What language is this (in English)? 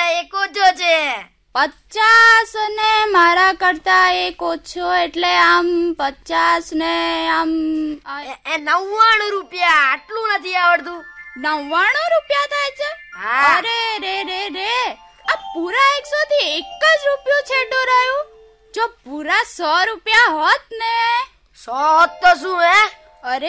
Gujarati